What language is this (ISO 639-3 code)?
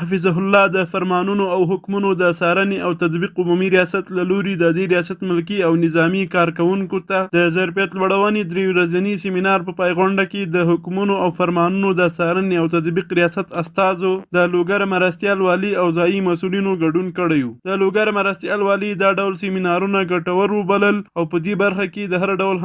pus